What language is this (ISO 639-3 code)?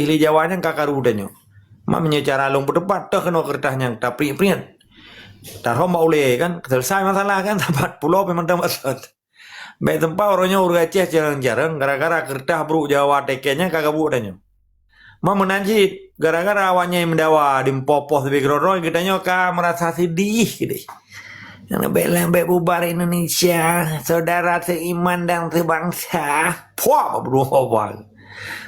ace